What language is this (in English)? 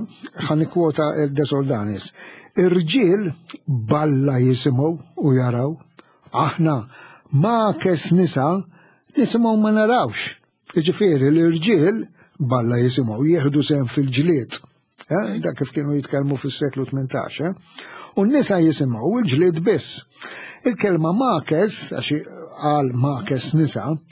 Maltese